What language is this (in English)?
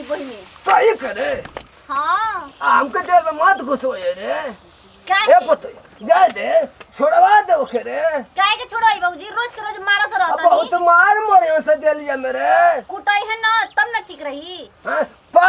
Bhojpuri